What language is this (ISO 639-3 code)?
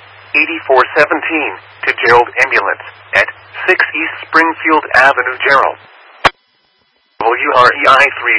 eng